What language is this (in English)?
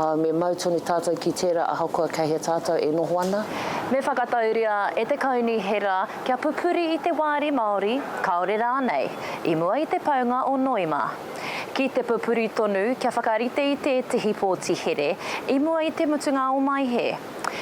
Māori